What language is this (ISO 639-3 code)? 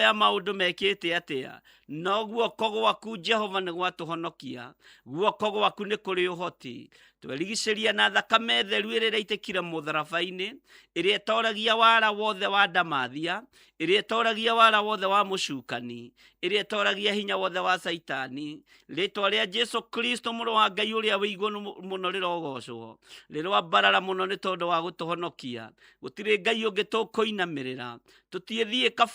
kik